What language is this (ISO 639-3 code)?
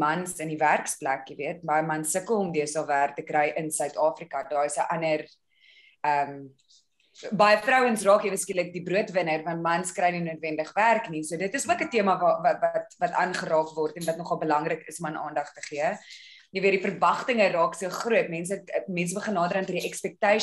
afr